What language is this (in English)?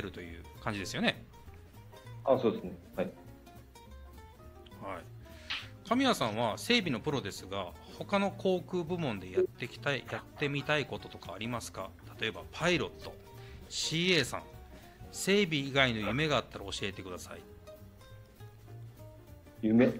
Japanese